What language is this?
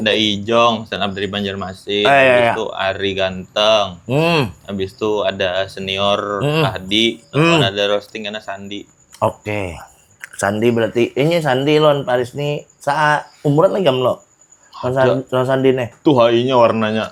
Banjar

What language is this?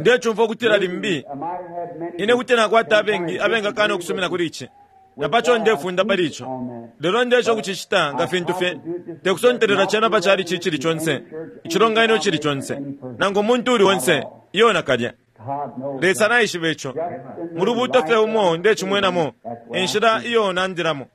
Bemba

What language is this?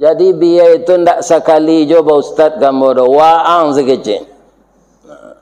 Minangkabau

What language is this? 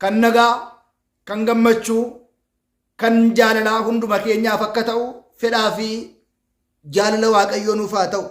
Oromo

